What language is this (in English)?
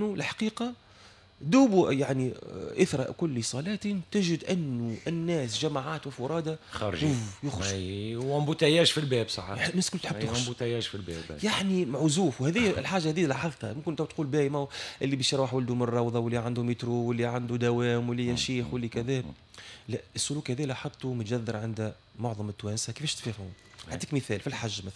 Tunisian Arabic